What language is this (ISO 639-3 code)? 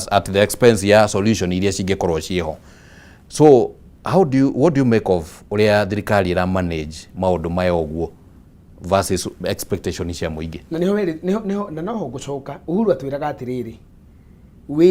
kik